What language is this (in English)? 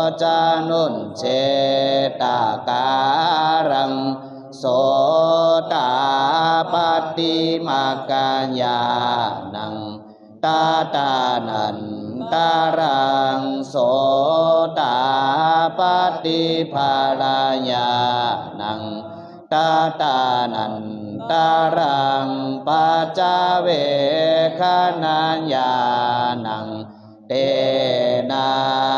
Pali